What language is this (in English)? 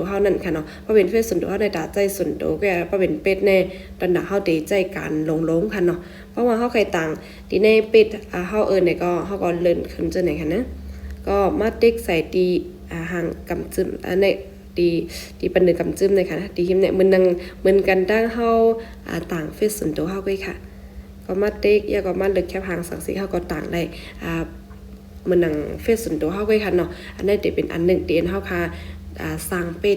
Shan